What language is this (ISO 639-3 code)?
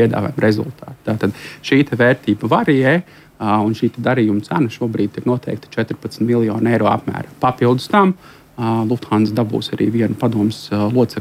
lav